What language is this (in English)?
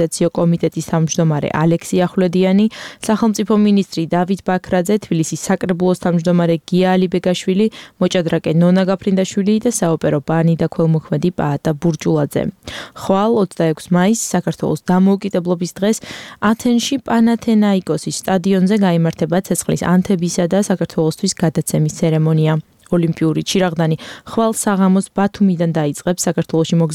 Georgian